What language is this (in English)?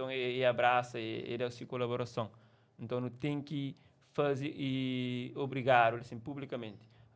Kabuverdianu